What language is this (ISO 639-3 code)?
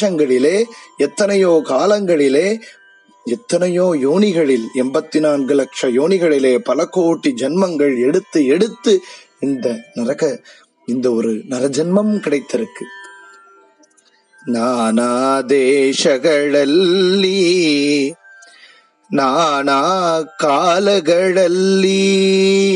tam